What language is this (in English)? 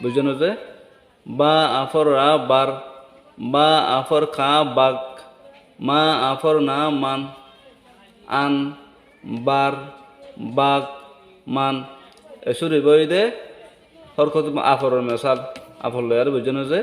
Rohingya